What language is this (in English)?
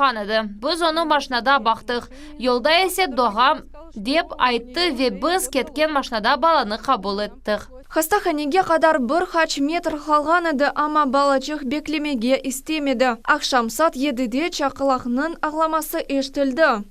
Crimean Tatar